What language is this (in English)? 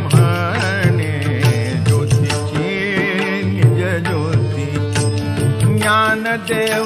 Marathi